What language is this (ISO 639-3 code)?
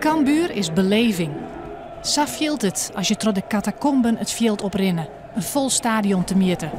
fry